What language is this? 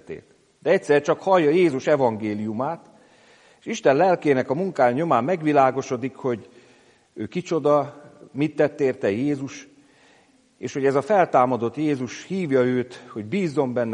Hungarian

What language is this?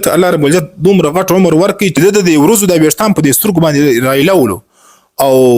Pashto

